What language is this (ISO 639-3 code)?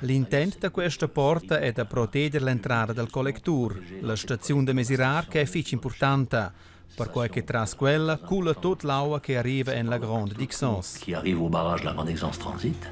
roh